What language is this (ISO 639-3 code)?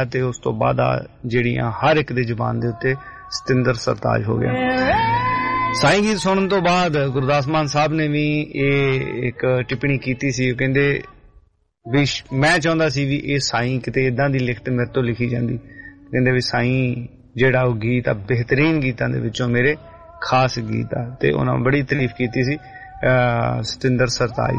pan